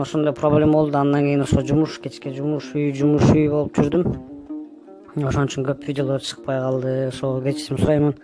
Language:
Kyrgyz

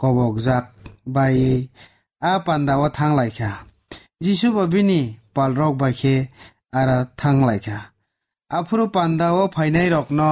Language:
Kok Borok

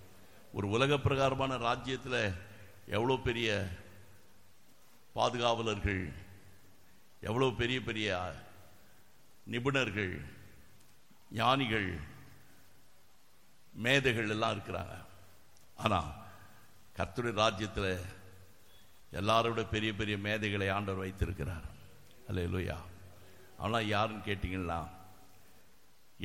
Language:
Tamil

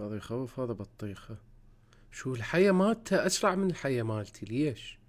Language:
Mesopotamian Arabic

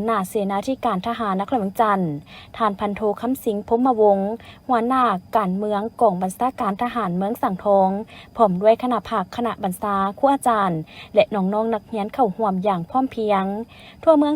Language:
Lao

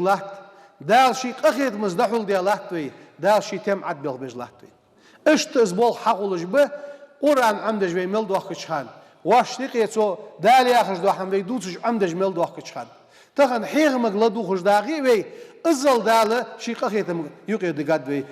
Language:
Ingush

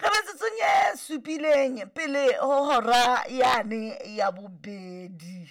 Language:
Southern Sotho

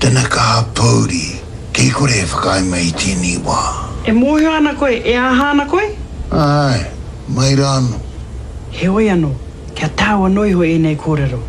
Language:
Māori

